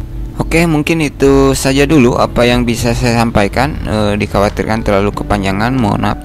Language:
Indonesian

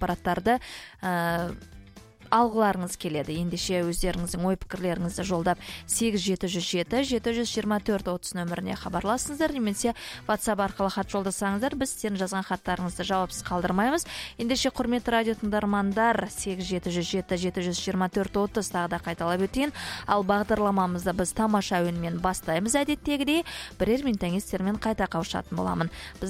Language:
Kazakh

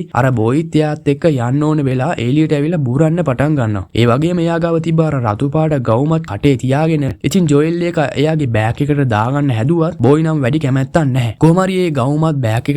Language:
Sinhala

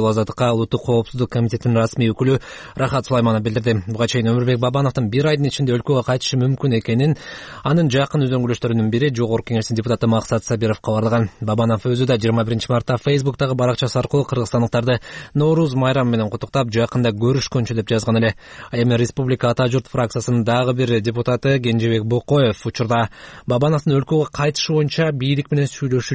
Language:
Kyrgyz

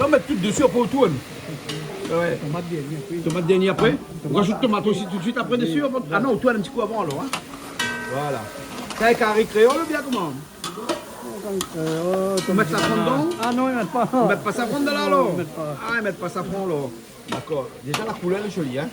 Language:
Réunion Creole French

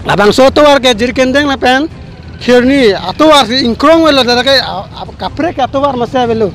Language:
Karbi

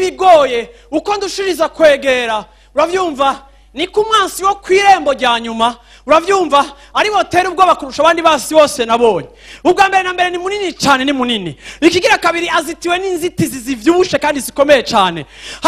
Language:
Rundi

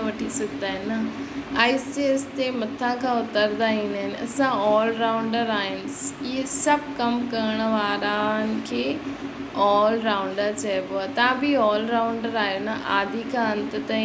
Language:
Sindhi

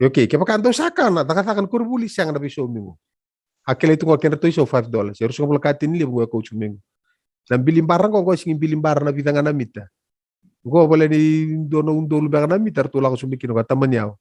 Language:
Fijian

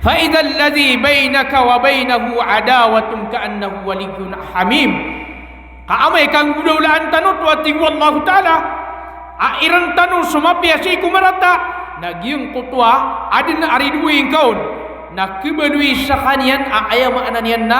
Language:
Maranao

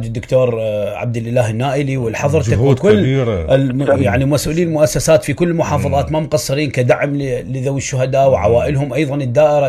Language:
Mesopotamian Arabic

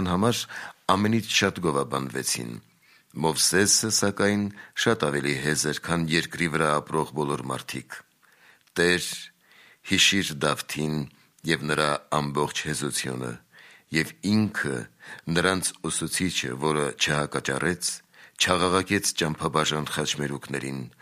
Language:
Armenian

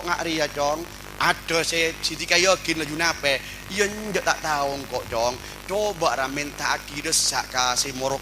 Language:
Madurese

